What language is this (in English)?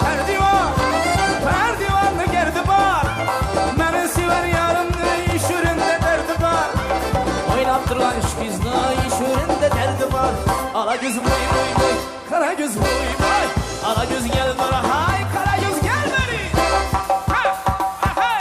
Kara-Kalpak